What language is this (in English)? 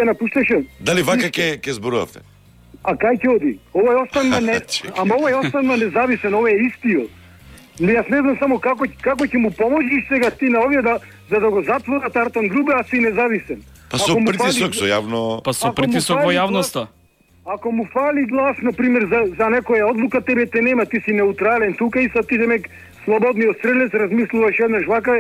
Macedonian